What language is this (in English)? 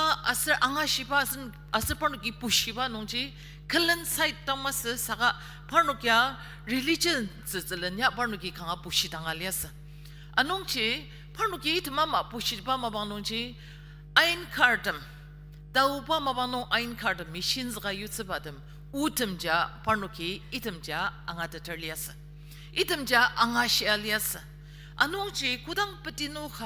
Ao Naga